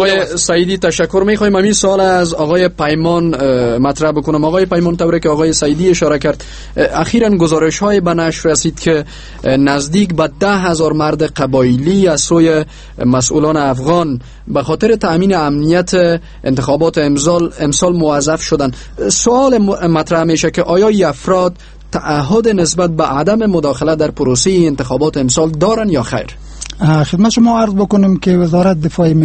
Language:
Persian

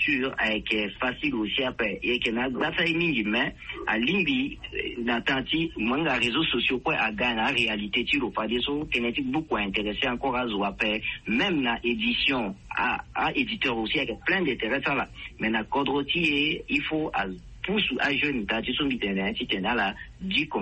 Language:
Sango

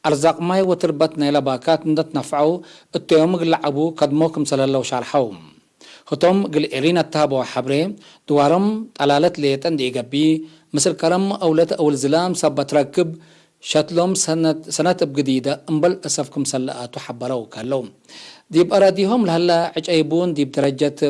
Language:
Tigre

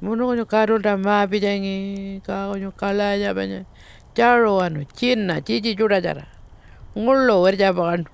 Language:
Pitjantjatjara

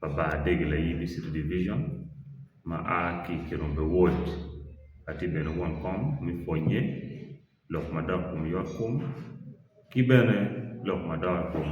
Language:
Acoli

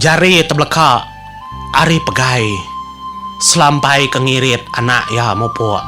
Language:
Iban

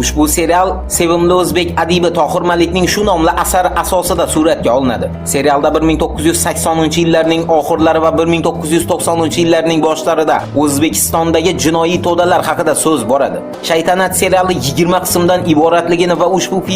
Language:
Uzbek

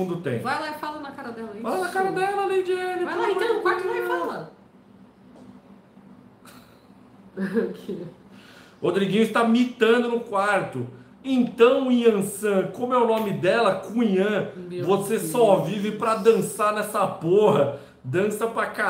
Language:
Portuguese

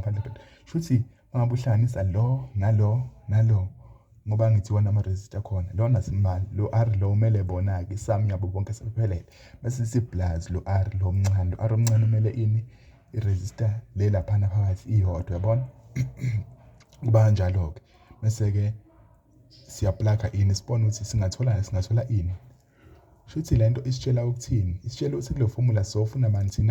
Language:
Zulu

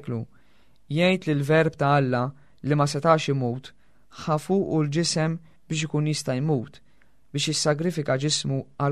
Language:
Maltese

